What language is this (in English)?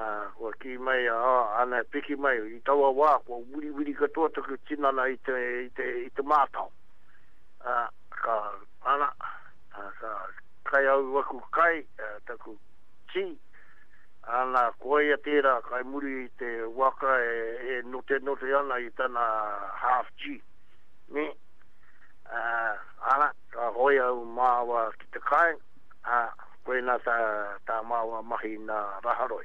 Māori